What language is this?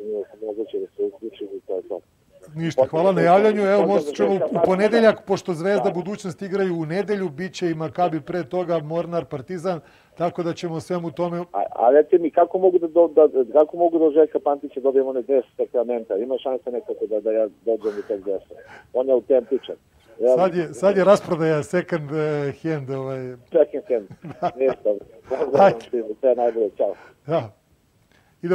Serbian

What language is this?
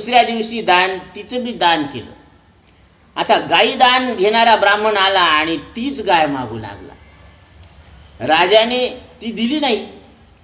Marathi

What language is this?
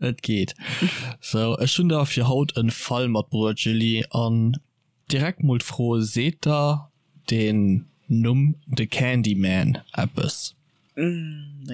Luxembourgish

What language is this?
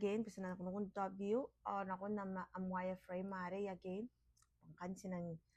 Gilbertese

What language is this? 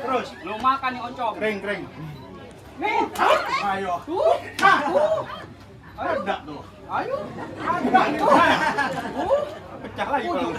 Betawi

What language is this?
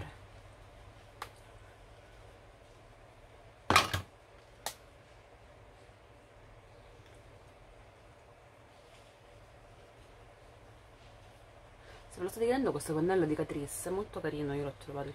Italian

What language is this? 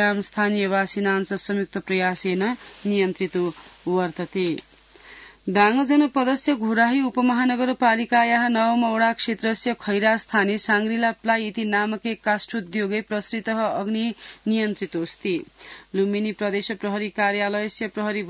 Sanskrit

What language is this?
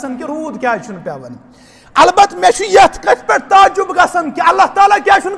Kashmiri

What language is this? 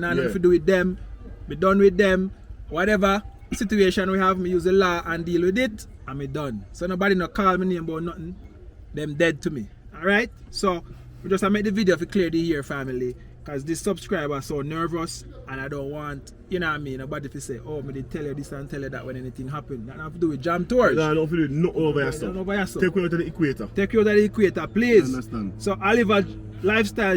Jamaican Creole English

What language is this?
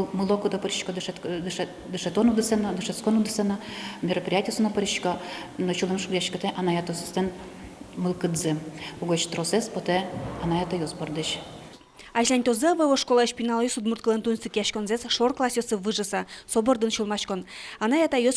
Udmurt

